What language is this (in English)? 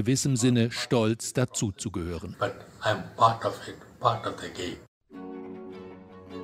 German